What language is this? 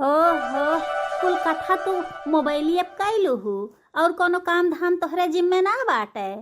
Bhojpuri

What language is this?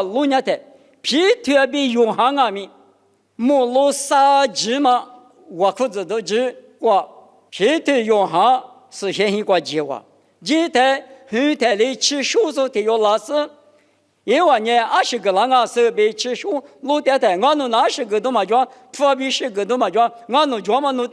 Lisu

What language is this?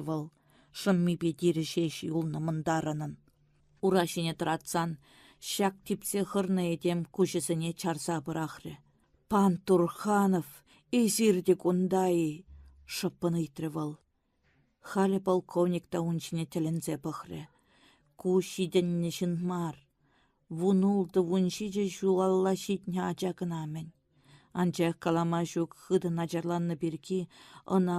Chuvash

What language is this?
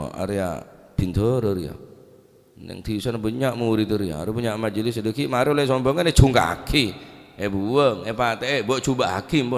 Madurese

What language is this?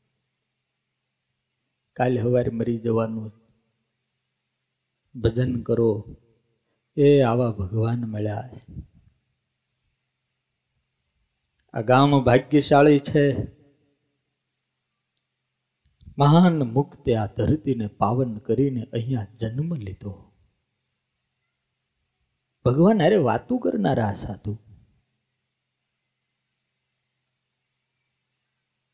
Gujarati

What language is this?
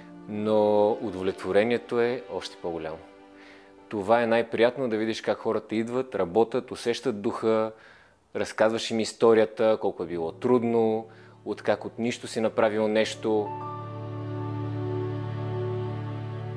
Bulgarian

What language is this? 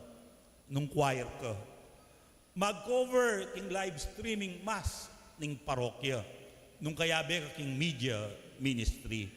Pampanga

